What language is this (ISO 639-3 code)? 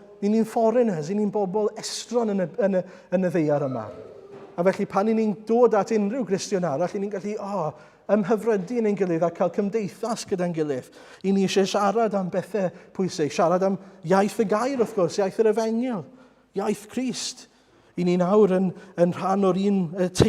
cym